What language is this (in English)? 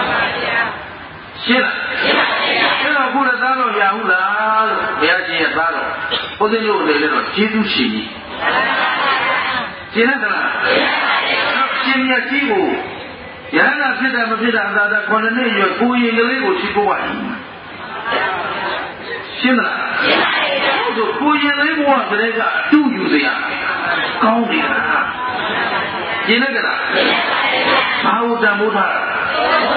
Burmese